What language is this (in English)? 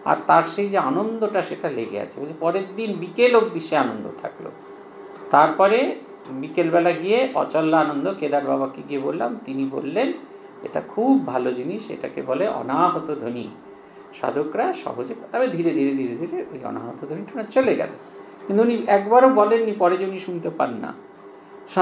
Bangla